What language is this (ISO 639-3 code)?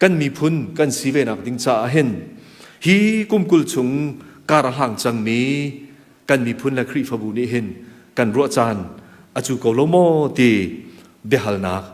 cnh